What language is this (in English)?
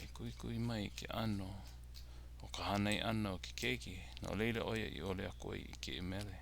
Hawaiian